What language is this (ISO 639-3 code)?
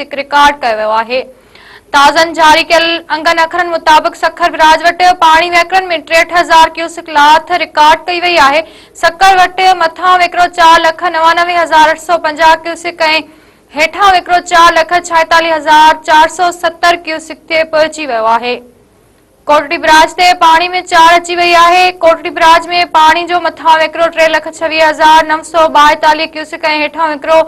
snd